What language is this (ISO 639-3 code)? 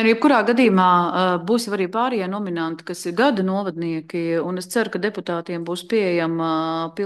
lav